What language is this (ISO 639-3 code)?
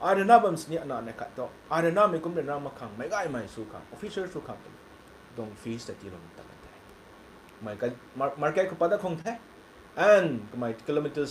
nbu